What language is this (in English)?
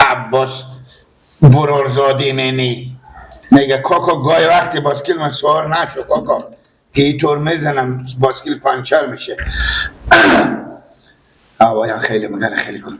Persian